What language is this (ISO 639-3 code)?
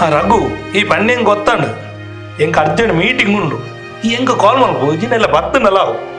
tcy